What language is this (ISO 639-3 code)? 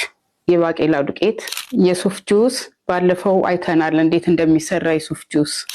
amh